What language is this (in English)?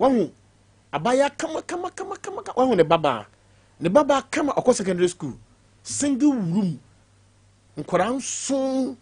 Akan